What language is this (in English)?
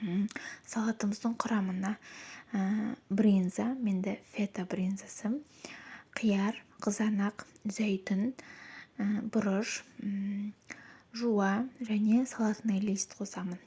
Kazakh